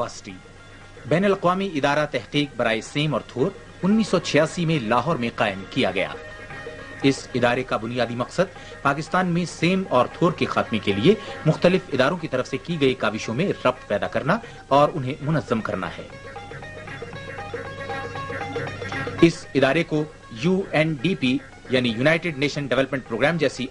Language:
Urdu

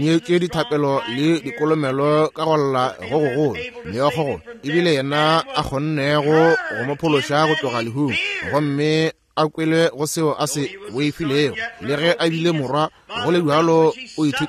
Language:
Northern Sotho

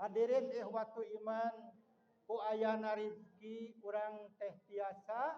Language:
Sundanese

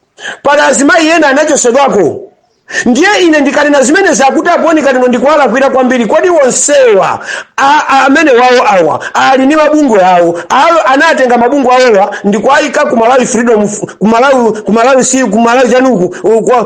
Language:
Nyanja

